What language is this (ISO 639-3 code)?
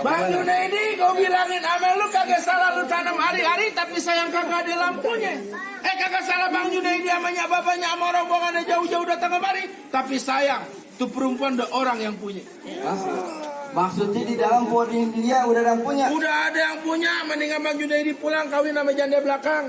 bew